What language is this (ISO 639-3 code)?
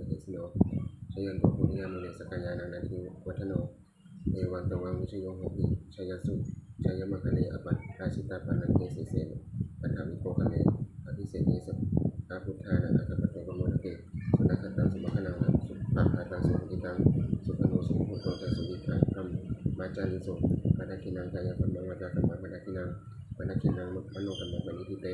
pli